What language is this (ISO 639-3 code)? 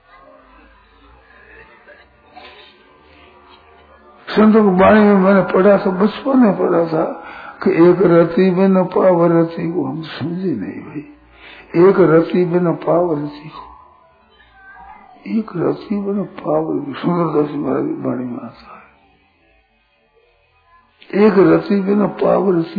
hin